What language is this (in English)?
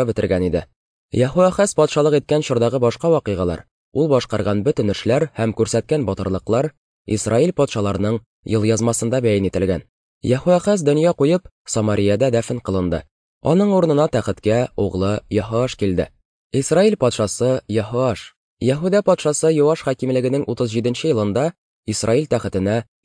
Tatar